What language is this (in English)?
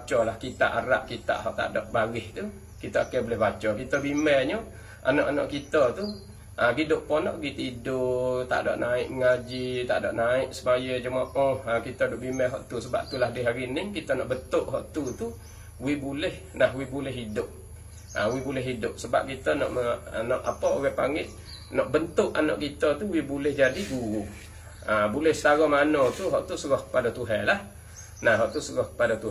Malay